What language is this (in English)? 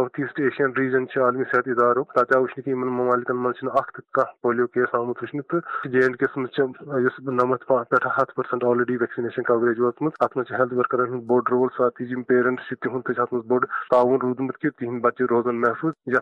Kashmiri